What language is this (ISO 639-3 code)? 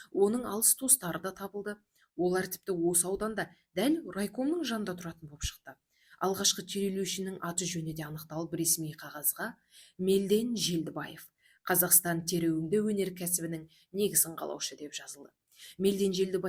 kaz